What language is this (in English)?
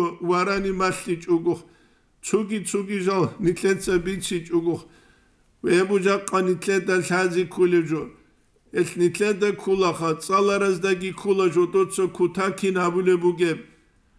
Avaric